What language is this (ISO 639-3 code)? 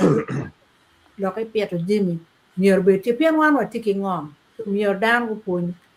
ach